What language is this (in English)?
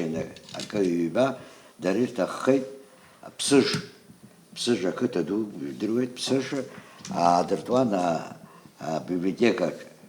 Abkhazian